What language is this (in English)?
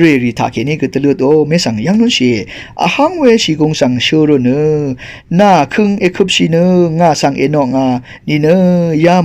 Rawang